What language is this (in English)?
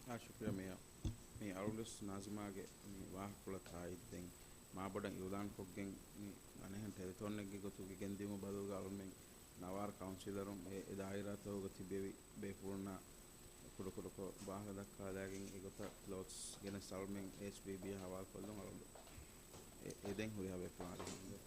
Divehi